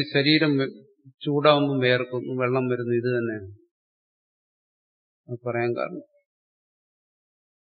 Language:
Malayalam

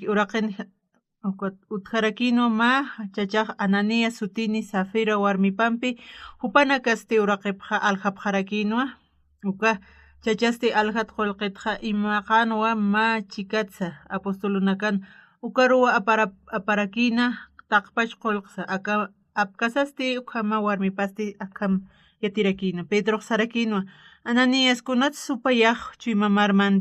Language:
Aymara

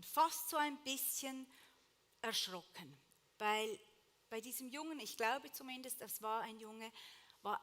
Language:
Swiss German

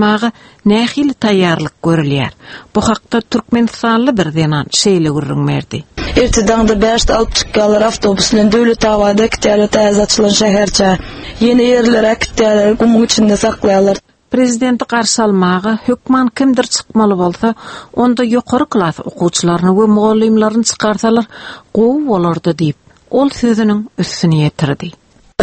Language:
Turkmen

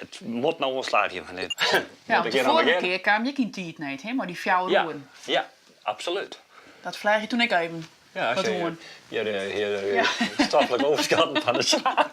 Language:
Western Frisian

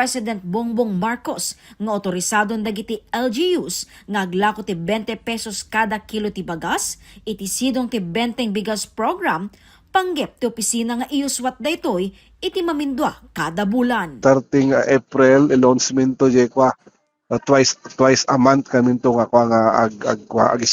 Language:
Iloko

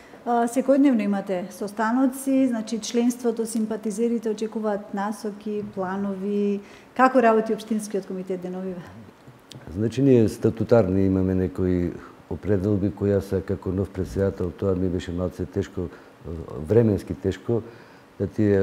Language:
Macedonian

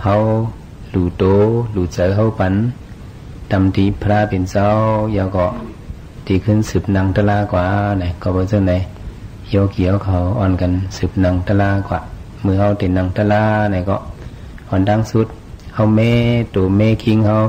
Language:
Shan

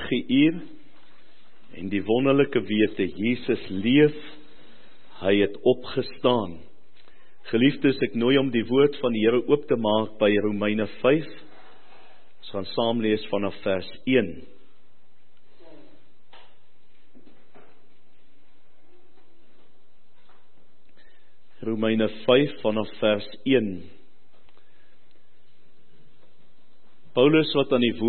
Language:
Afrikaans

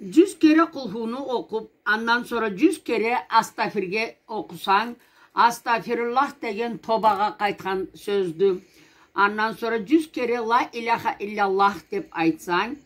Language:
Karachay-Balkar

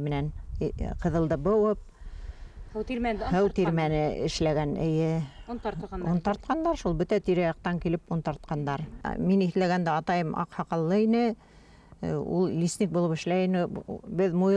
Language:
Bashkir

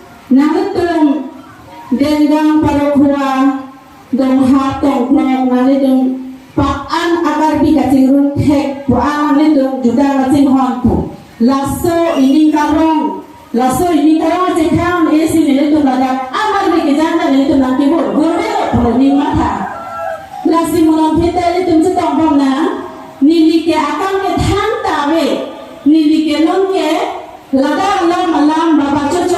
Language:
Karbi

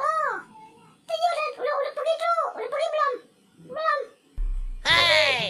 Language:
Betawi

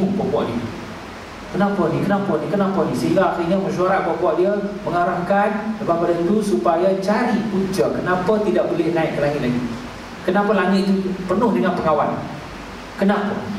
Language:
Malay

